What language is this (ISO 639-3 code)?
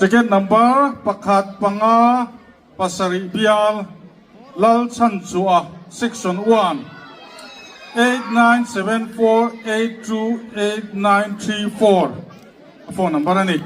lus